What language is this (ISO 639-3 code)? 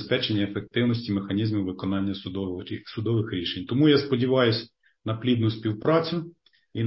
ukr